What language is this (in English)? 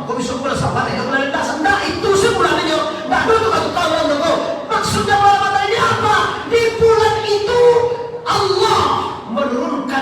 Minangkabau